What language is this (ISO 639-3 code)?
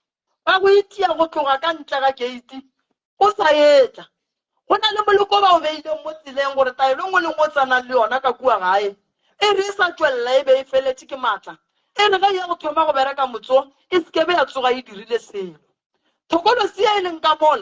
nso